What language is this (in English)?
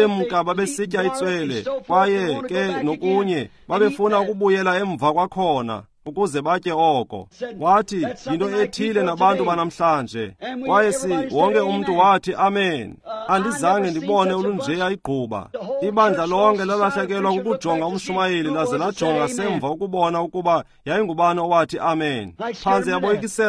Xhosa